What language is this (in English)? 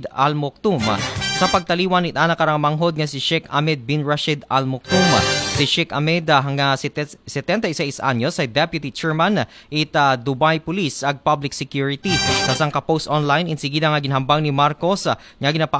Aklanon